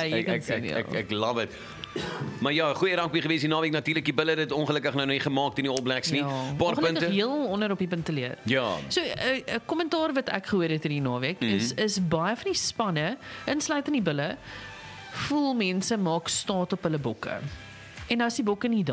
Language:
Afrikaans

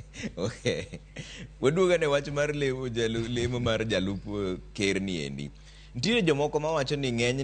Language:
Luo (Kenya and Tanzania)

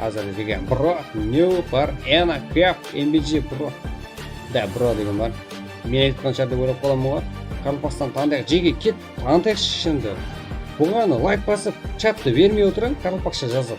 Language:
Kara-Kalpak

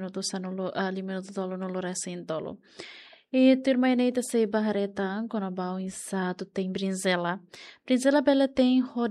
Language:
Tetum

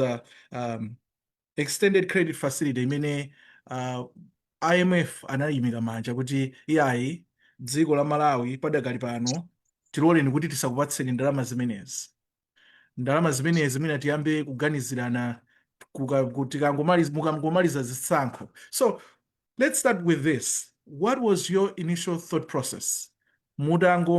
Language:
Nyanja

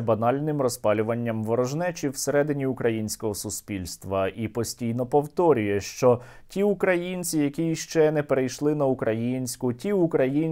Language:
Ukrainian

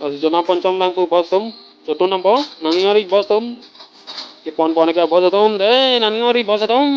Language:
Karbi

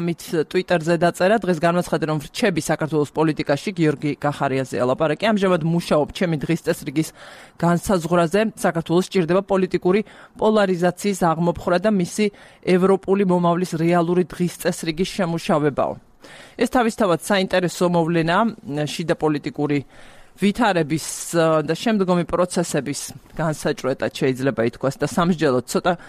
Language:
Georgian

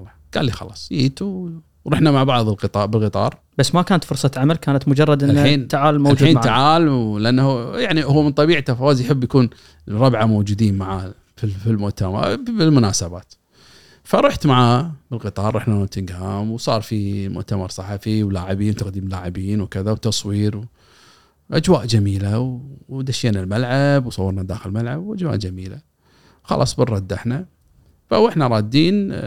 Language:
Gulf Arabic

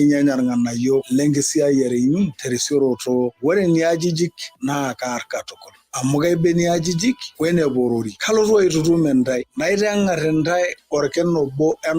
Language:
Masai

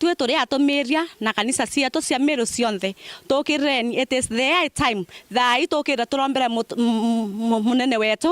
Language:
Meru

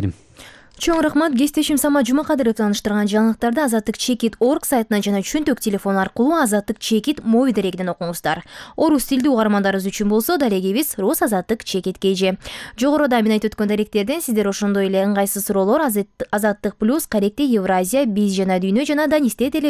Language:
Kyrgyz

